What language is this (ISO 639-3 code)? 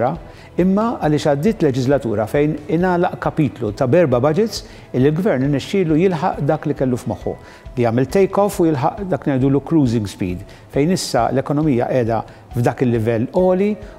mlt